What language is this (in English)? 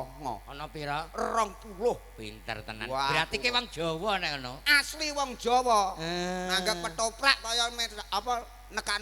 Javanese